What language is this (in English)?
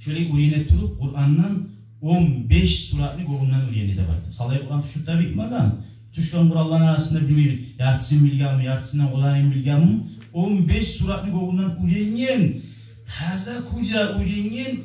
Kumyk